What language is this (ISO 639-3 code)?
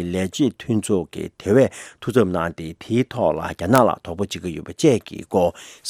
bod